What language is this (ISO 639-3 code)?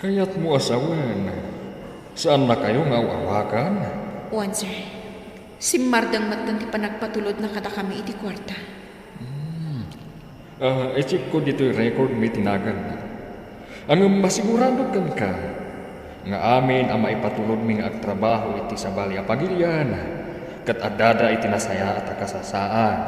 ilo